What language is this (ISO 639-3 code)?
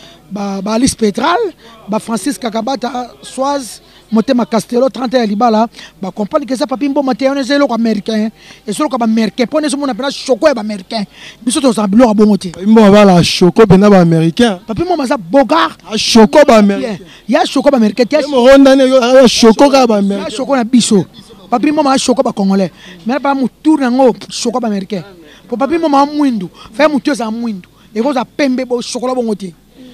lin